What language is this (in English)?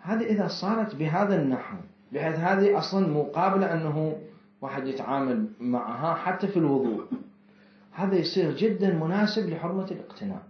Mesopotamian Arabic